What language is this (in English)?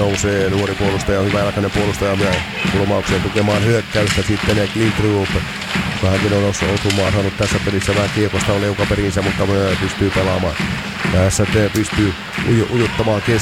Finnish